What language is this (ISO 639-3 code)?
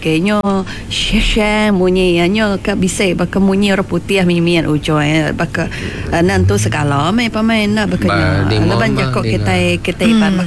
iba